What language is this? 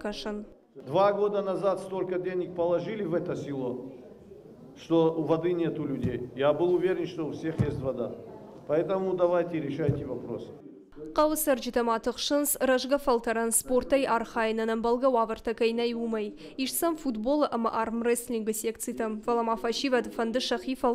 Ossetic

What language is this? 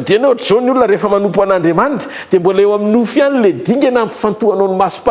Malagasy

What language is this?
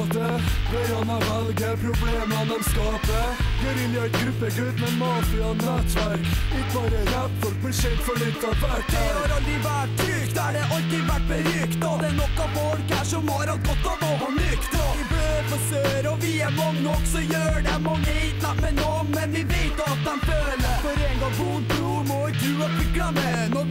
Norwegian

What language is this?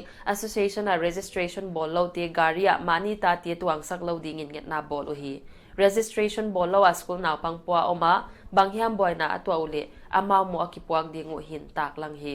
Paite Chin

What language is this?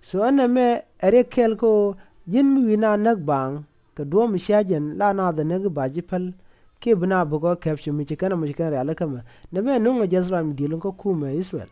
Nuer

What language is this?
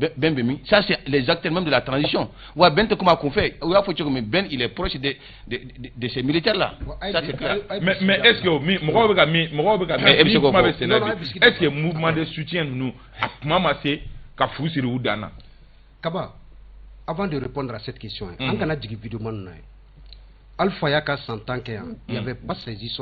Bambara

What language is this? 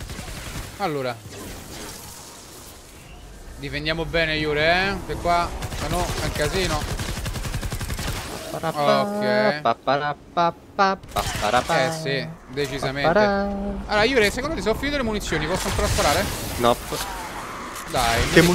Italian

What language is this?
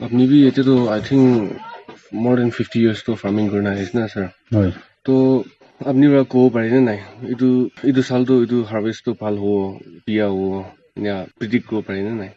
Naga Pidgin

